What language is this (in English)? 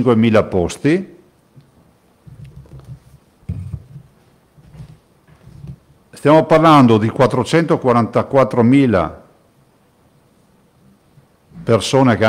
Italian